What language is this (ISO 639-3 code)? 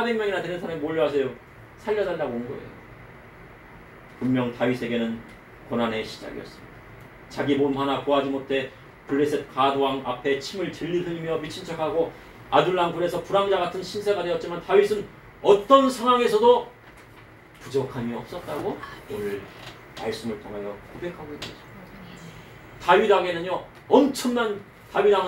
kor